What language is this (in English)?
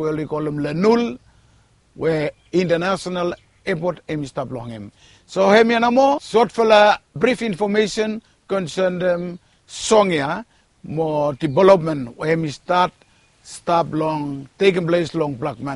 Bislama